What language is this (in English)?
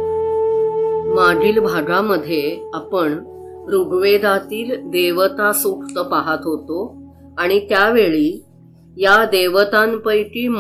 Marathi